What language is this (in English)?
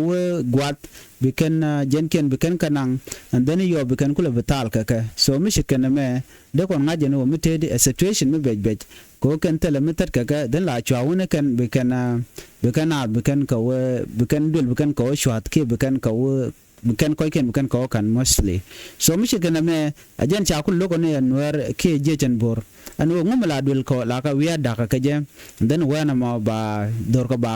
Nuer